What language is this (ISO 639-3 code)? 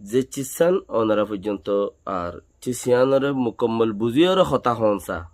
rhg